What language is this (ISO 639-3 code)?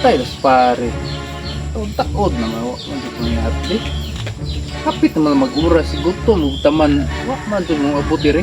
ceb